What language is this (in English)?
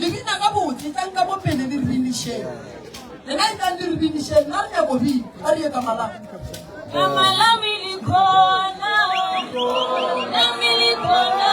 Northern Sotho